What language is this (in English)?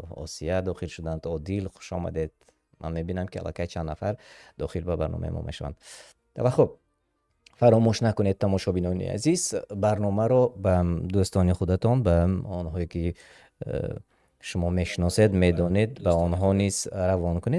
Tajik